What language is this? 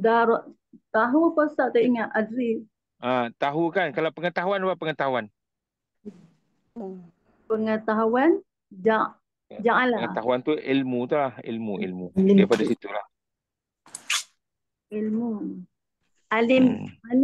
Malay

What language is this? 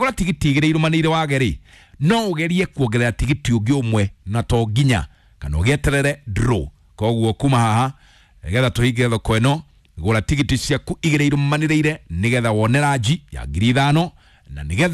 Kikuyu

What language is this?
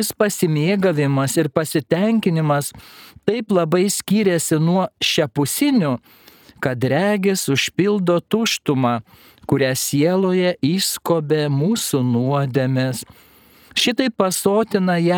Lithuanian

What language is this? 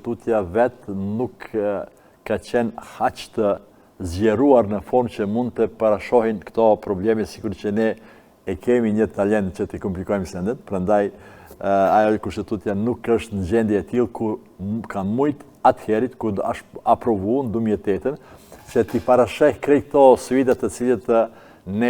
Albanian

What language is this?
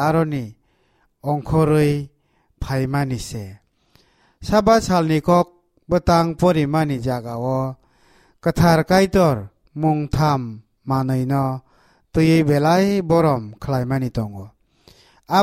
Kok Borok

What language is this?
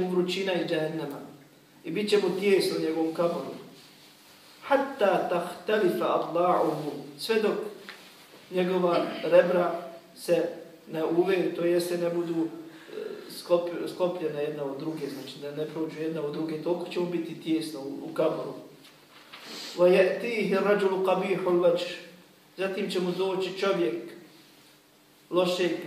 Bosnian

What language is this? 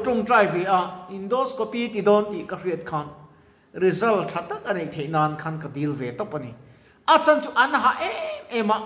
Mizo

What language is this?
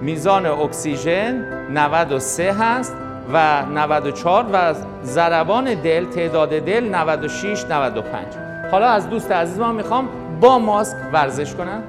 Persian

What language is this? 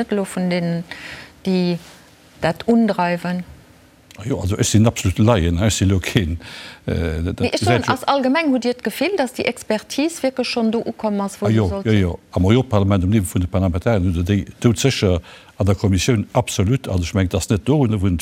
Luxembourgish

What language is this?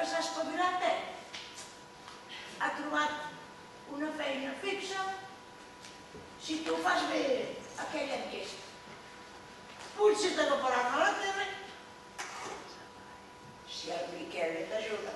Catalan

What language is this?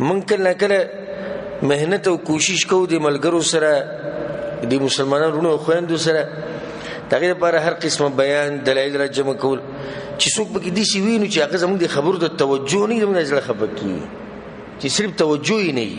Pashto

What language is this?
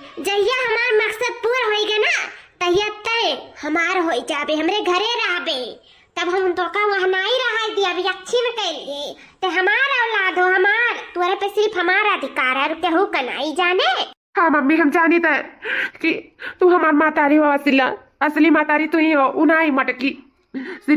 Awadhi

